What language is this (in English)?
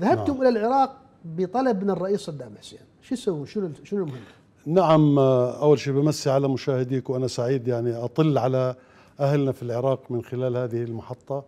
Mesopotamian Arabic